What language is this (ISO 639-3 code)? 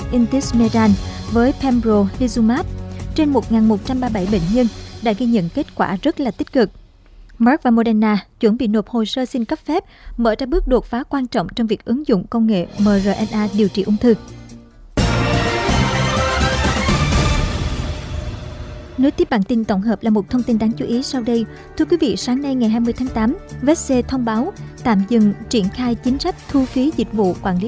vie